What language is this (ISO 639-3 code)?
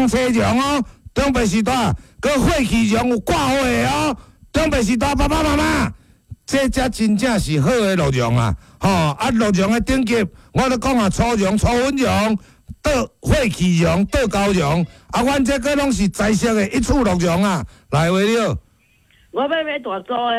nan